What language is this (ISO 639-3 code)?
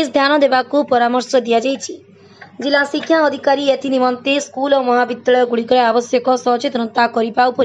ori